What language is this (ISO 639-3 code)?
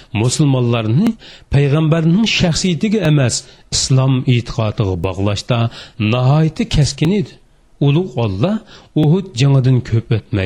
uig